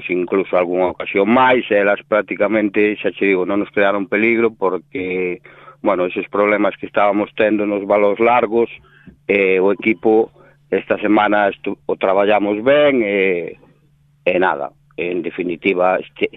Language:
Galician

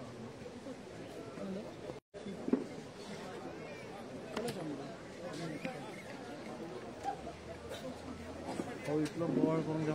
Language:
Konkani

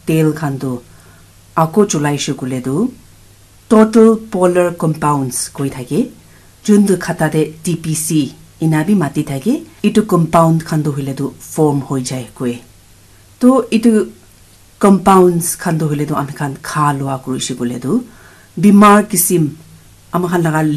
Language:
Naga Pidgin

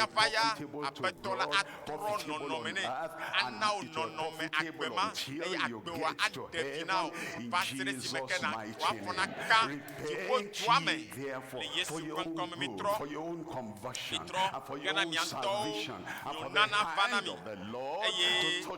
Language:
Ewe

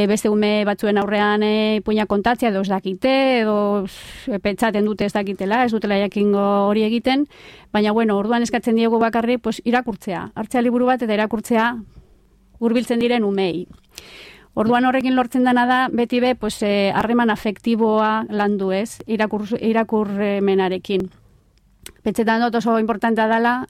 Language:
Basque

